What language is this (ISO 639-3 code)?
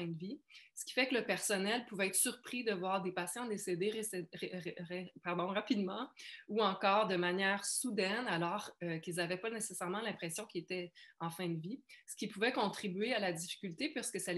fra